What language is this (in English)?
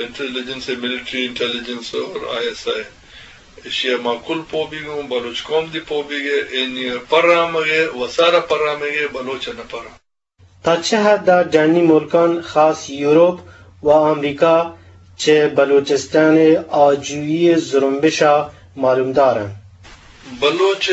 Eastern Balochi